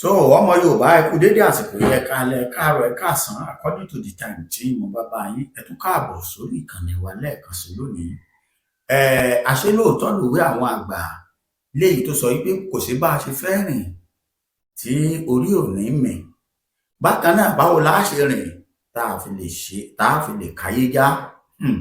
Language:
Yoruba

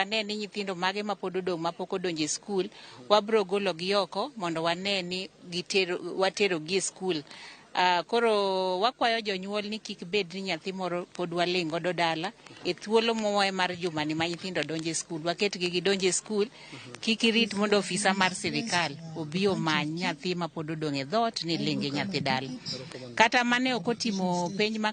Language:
Luo (Kenya and Tanzania)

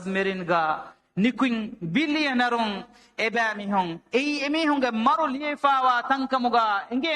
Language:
Divehi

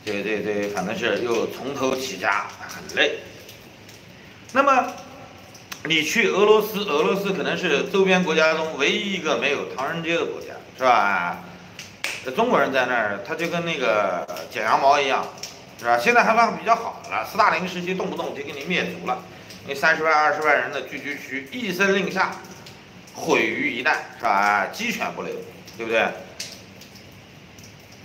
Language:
Chinese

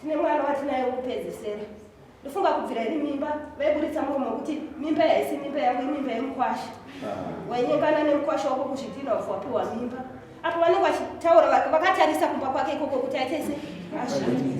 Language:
Shona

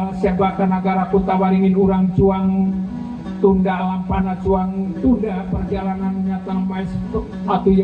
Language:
Sundanese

